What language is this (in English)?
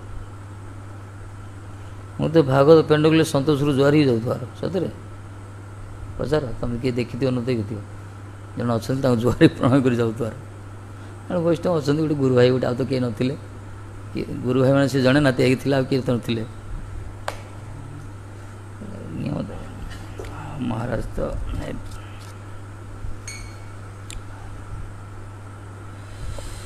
Odia